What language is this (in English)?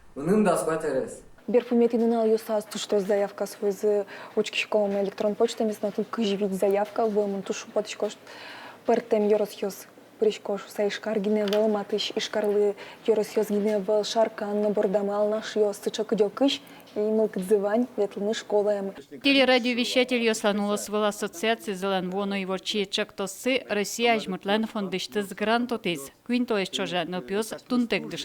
Udmurt